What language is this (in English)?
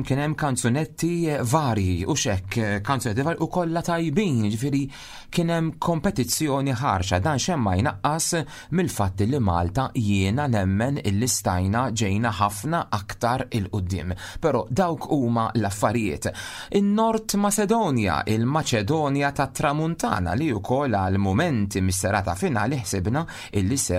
Maltese